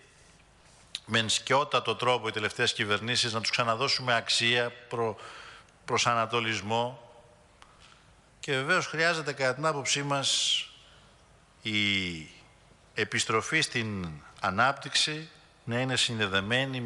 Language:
Greek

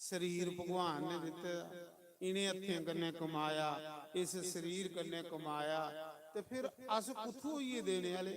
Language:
Dogri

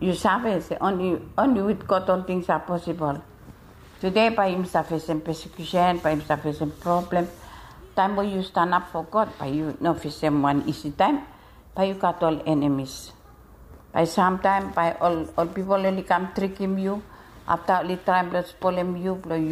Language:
Bislama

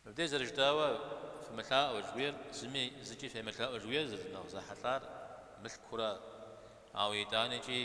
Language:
Kabardian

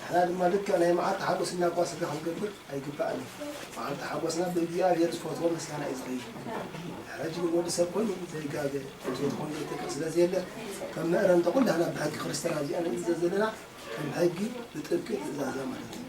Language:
Tigrinya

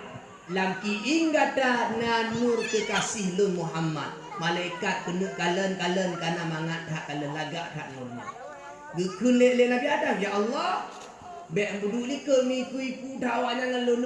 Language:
Achinese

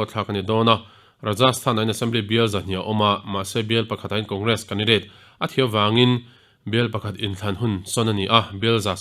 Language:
Mizo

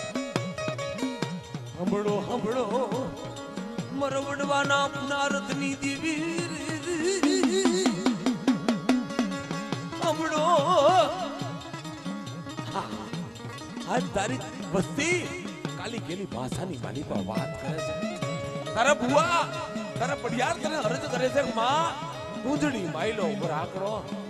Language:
Gujarati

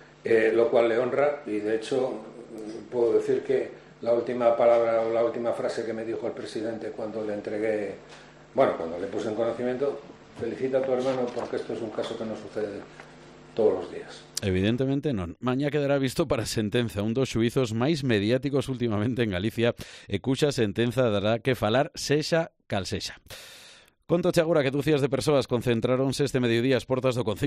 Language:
Galician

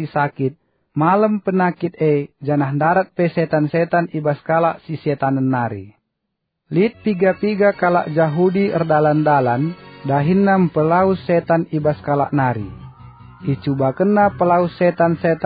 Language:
Batak Karo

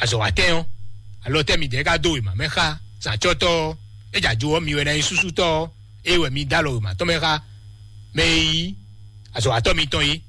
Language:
Fon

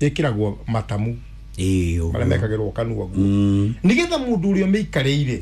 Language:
Kikuyu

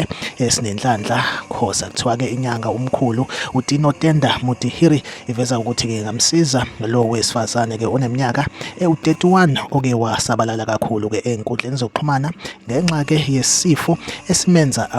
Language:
Zulu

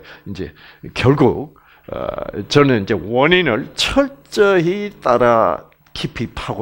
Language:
Korean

